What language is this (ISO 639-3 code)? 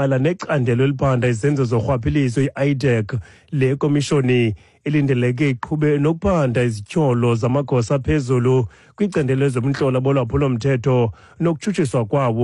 xho